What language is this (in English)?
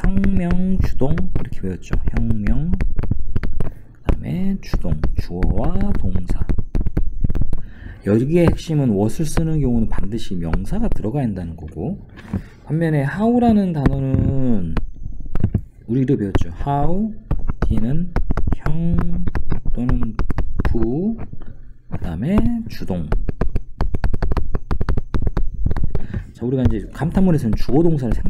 Korean